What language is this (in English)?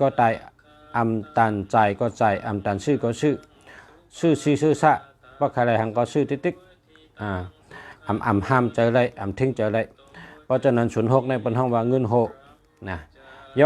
Shan